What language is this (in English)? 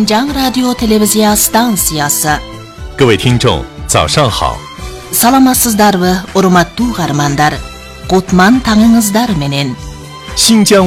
Kyrgyz